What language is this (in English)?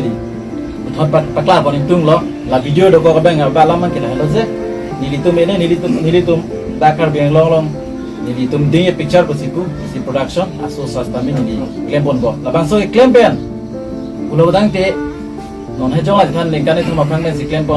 Karbi